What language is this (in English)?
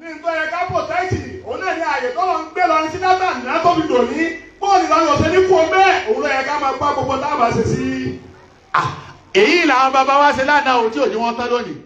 Yoruba